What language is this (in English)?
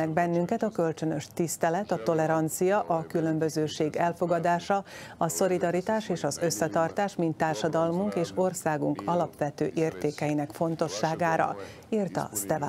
Hungarian